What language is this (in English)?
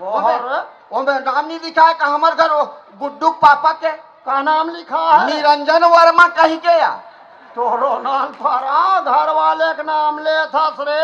Chhattisgarhi